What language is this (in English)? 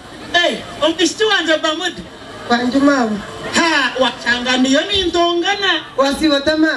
Nyankole